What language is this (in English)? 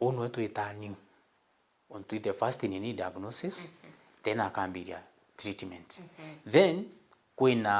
Meru